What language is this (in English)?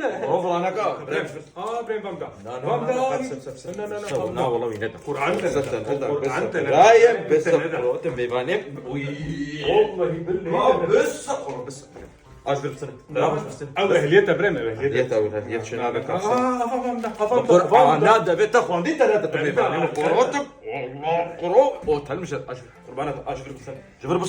Kurdish